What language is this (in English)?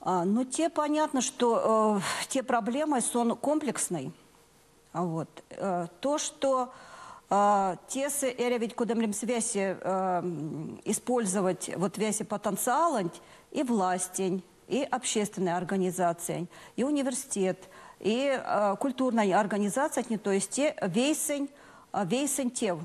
Erzya